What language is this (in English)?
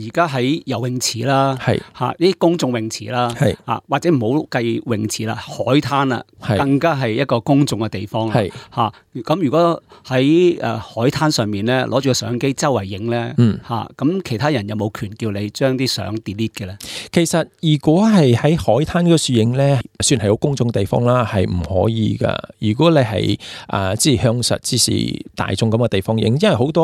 Cantonese